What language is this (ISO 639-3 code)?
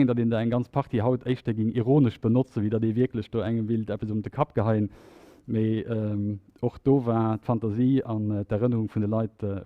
ltz